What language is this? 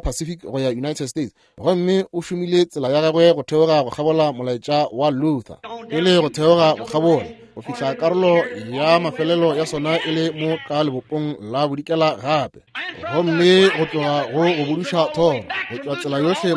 Northern Sotho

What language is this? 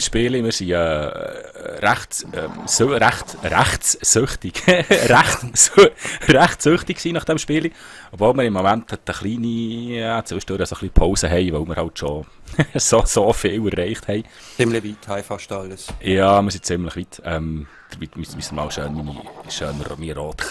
Swiss German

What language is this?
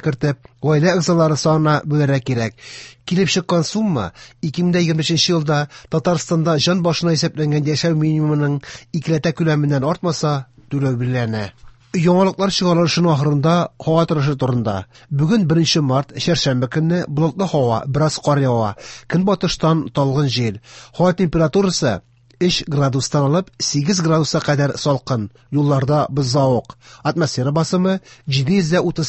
Tatar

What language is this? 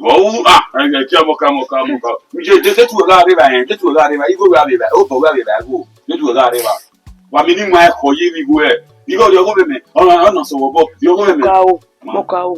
Bini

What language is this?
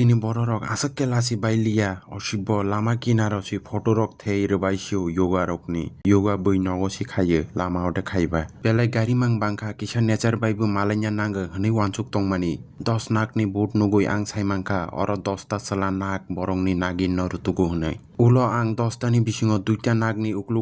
Kok Borok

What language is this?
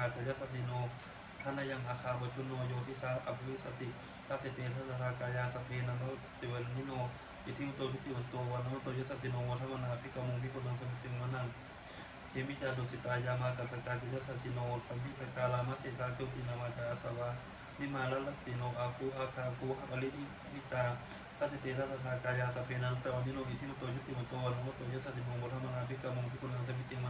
Pali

